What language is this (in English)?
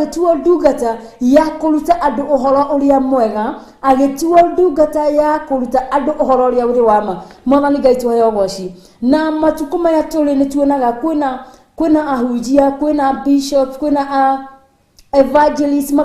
Kikuyu